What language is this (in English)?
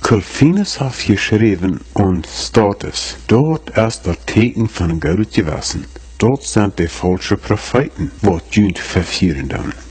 Plautdietsch